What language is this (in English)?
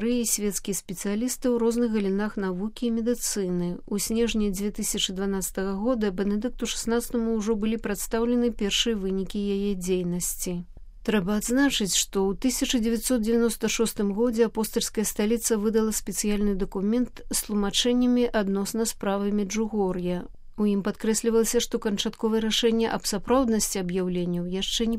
Belarusian